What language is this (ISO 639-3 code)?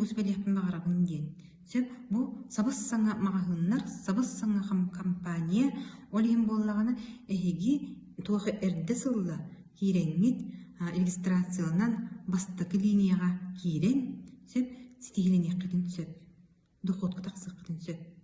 sah